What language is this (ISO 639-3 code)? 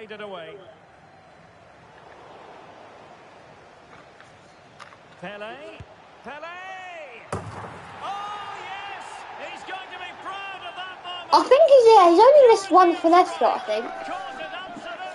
eng